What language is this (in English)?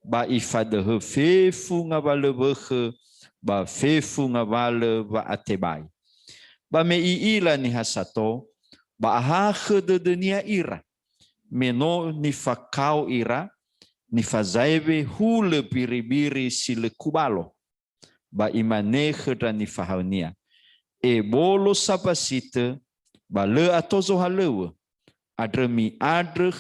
Nias